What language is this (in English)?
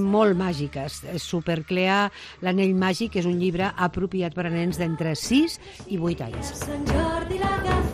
Catalan